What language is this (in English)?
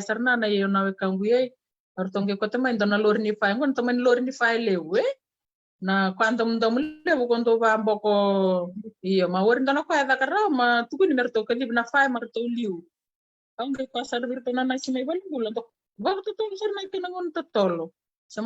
Fijian